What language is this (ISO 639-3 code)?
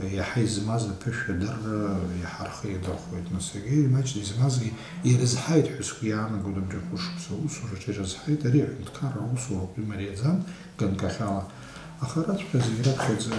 abk